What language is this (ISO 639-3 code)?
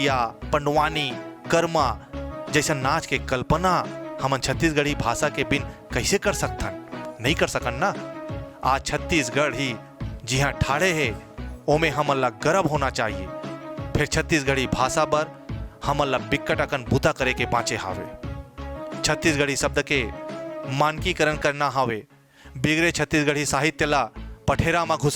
hne